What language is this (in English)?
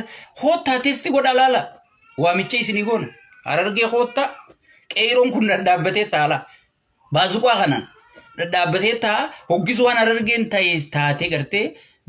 Oromo